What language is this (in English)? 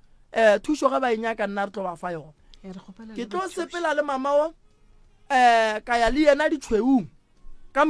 Northern Sotho